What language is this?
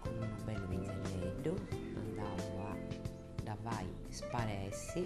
Sardinian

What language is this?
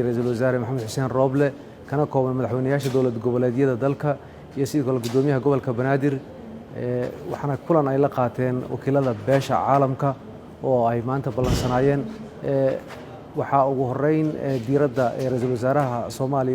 Somali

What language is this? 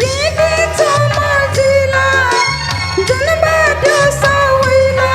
Newari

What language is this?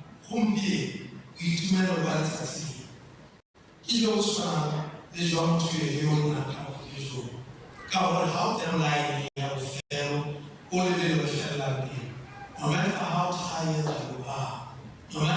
Tswana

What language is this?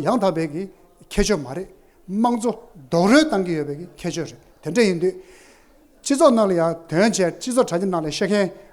Tibetan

